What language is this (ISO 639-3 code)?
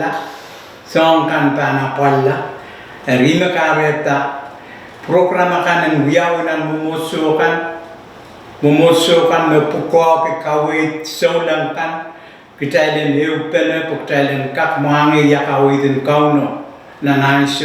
pon